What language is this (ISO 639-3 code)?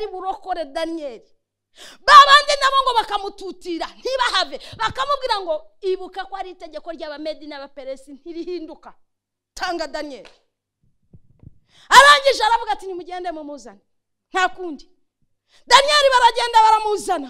kin